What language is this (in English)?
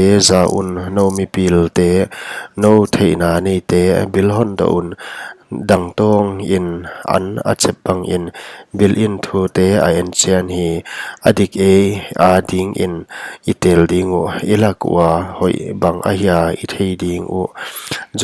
Paite Chin